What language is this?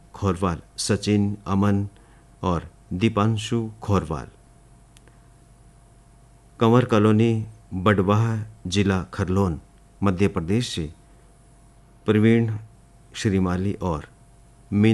Hindi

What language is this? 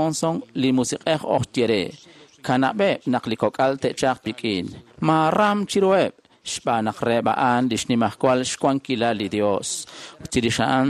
Kekchí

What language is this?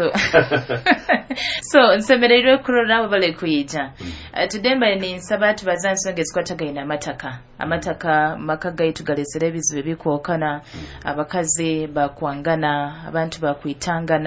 Nyoro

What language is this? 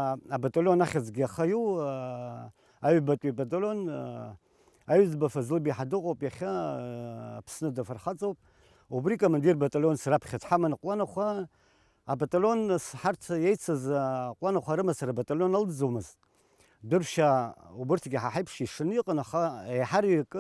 Abkhazian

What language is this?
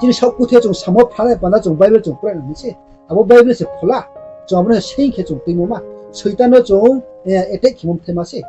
Riang (India)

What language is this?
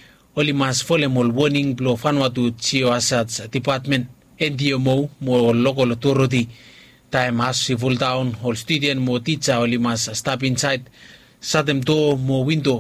Bislama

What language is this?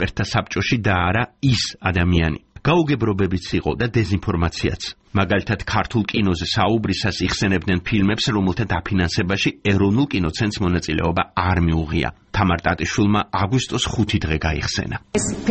Georgian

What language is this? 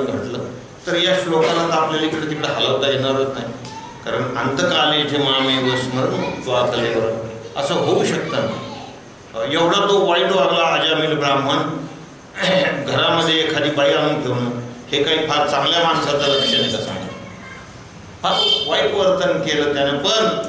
Marathi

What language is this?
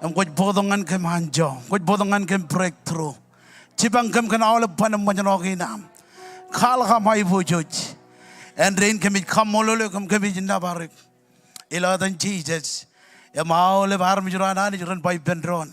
Marshallese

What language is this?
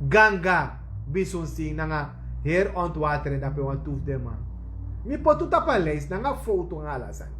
Sranan Tongo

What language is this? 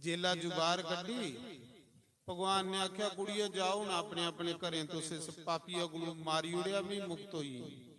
Dogri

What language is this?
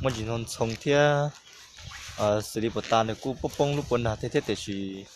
Hmong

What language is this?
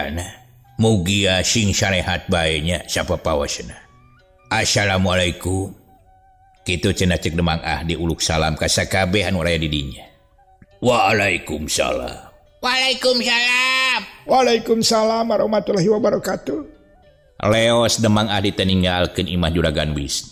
Sundanese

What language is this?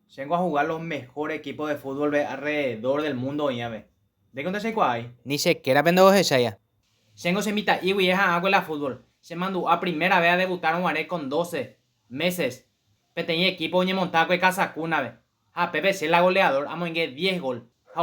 Guarani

